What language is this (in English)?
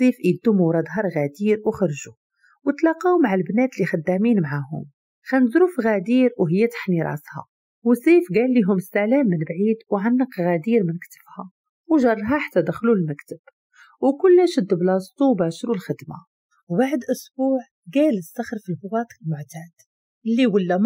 Moroccan Arabic